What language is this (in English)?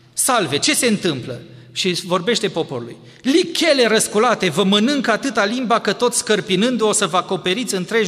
Romanian